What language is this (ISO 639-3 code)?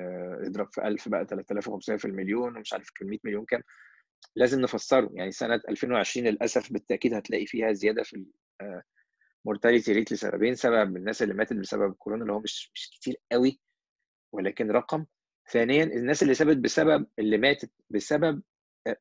arz